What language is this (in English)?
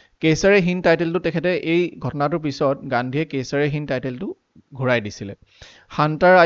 Assamese